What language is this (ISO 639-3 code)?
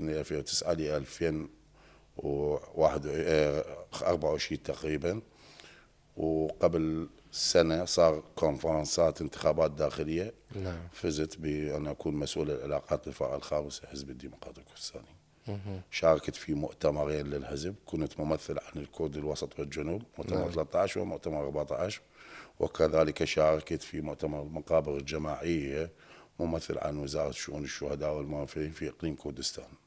acm